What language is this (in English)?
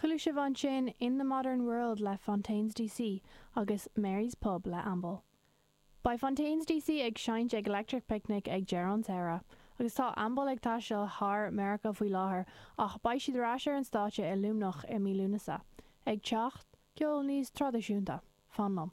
Irish